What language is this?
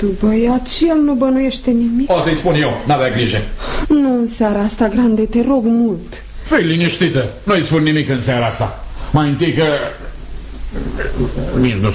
Romanian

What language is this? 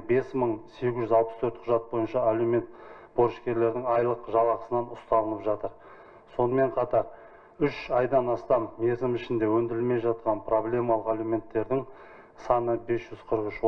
Kazakh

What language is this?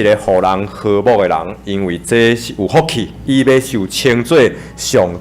Min Nan Chinese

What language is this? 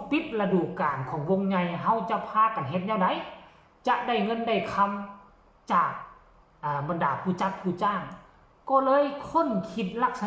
Northeastern Thai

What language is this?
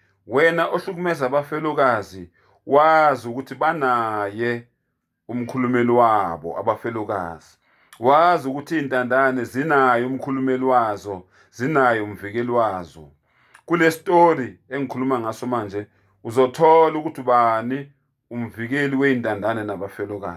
Zulu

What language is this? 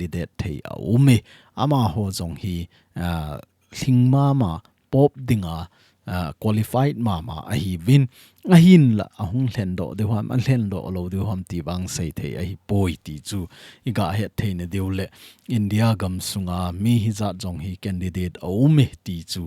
Thado Chin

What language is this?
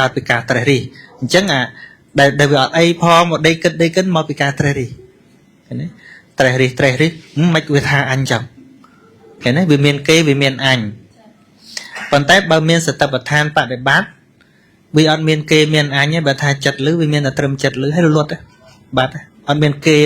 Khmer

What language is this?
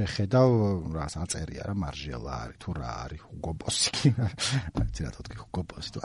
Georgian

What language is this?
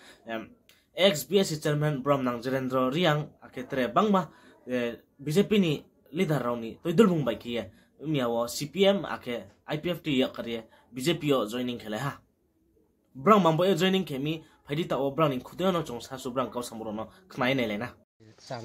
Riang (India)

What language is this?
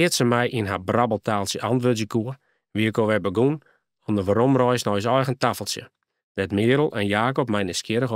Western Frisian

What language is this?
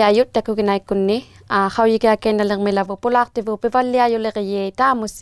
Inuktitut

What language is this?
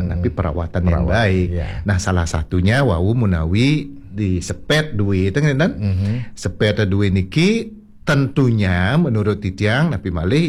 Balinese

